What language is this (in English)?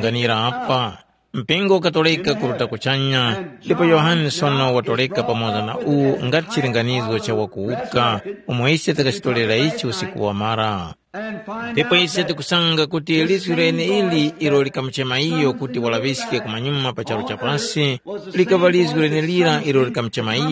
Tumbuka